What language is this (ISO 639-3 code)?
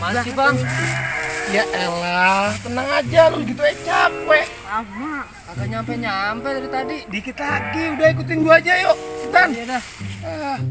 bew